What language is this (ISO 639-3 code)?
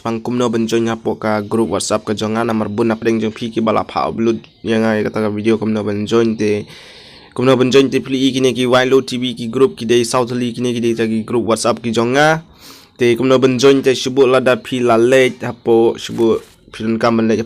kha